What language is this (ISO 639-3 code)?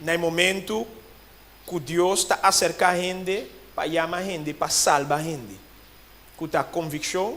pap